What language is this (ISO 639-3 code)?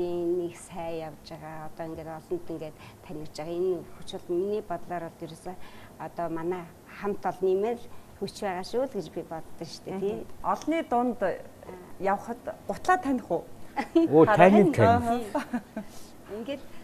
mon